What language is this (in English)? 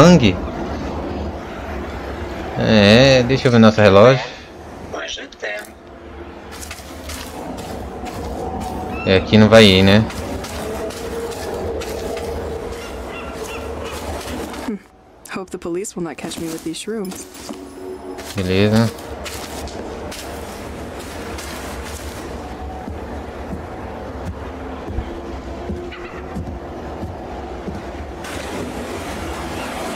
Portuguese